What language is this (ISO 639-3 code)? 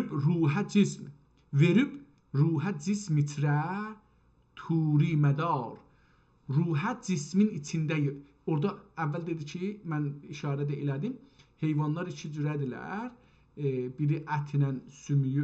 azb